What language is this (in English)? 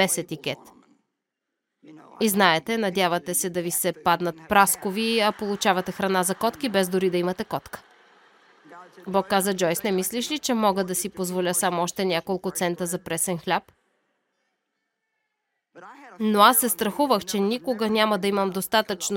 Bulgarian